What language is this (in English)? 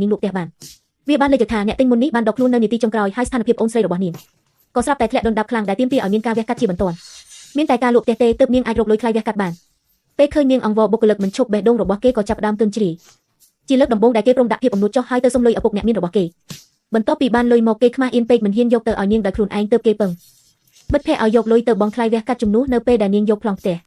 Khmer